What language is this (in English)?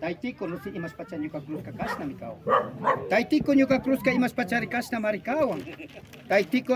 Imbabura Highland Quichua